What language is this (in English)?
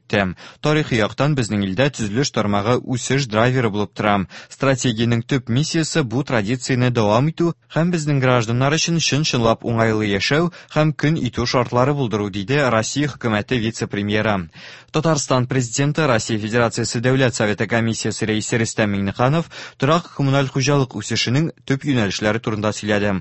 Tatar